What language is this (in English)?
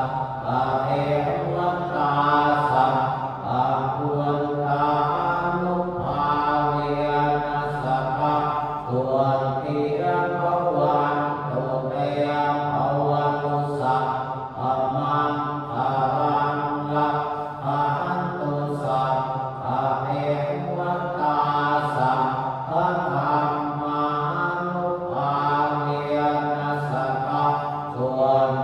Pali